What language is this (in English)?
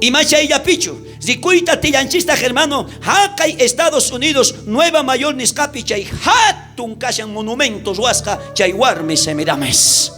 South Bolivian Quechua